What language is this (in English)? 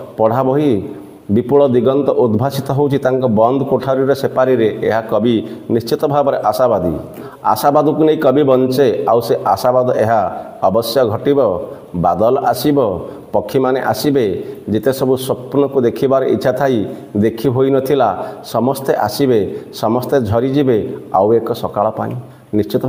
Odia